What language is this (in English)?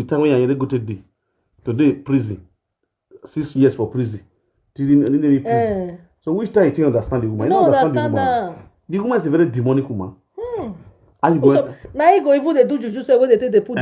Nigerian Pidgin